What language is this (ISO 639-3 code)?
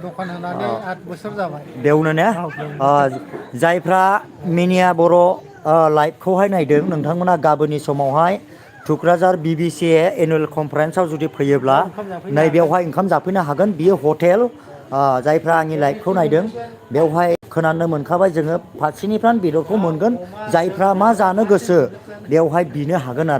brx